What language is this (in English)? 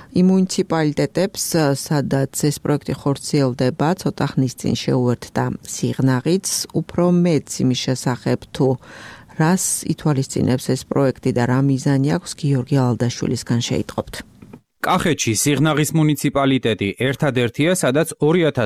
Georgian